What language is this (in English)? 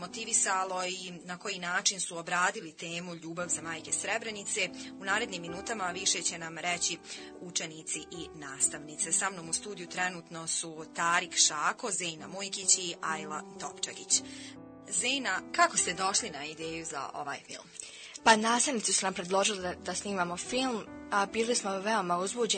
Bosnian